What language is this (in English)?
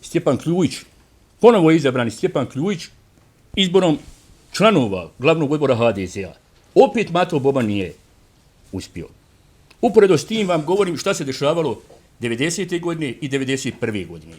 Bosnian